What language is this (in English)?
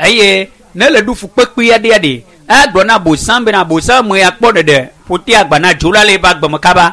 Ewe